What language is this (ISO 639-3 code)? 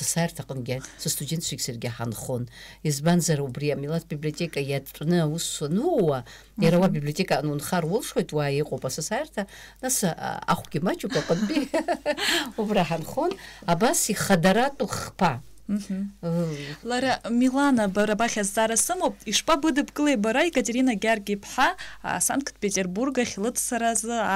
abk